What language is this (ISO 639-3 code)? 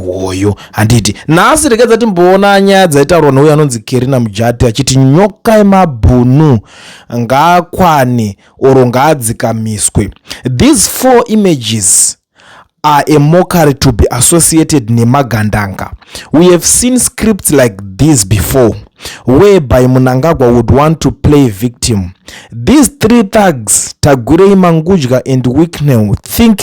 sna